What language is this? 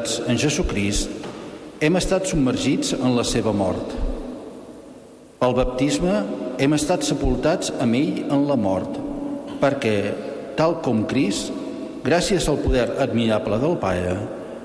Catalan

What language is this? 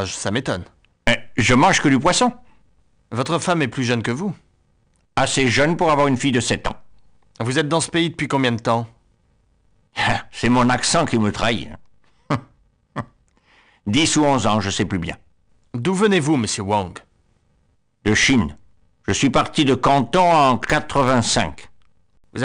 French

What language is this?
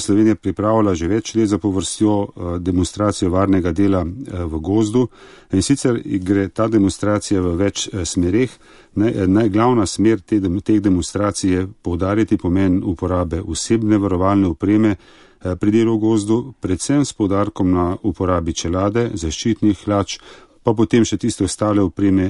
Slovenian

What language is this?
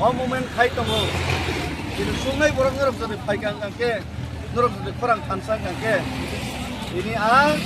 Kok Borok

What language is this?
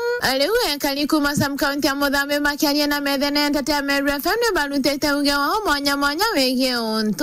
Meru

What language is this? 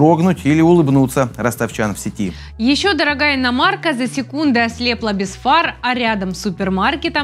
Russian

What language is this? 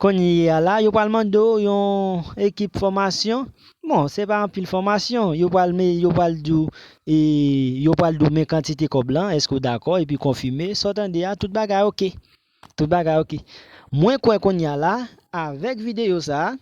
Haitian Creole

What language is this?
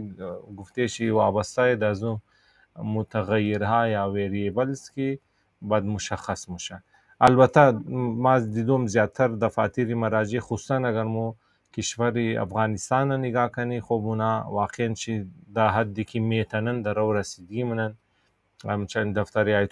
Persian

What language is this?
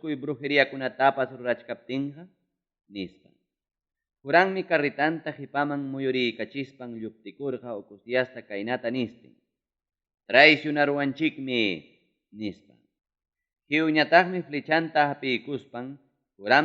Ayacucho Quechua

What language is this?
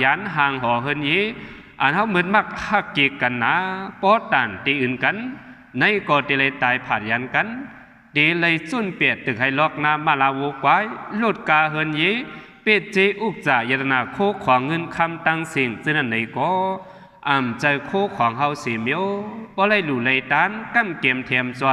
Shan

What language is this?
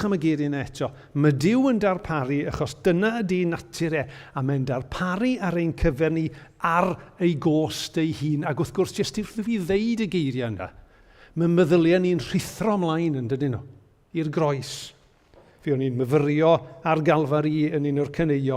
Welsh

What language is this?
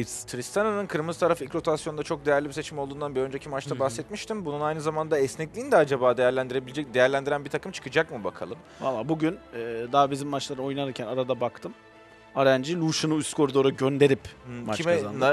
Turkish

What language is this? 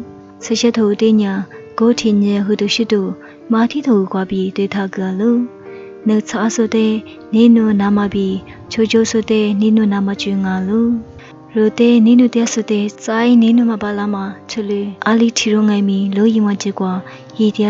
Lisu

